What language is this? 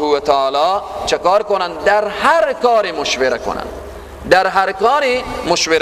Persian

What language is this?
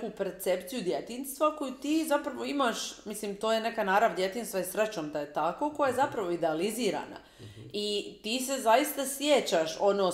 Croatian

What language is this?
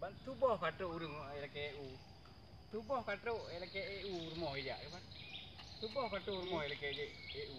Achinese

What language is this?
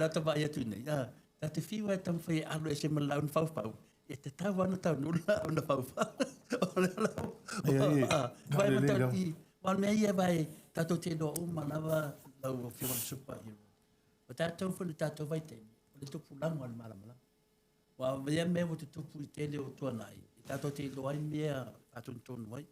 Samoan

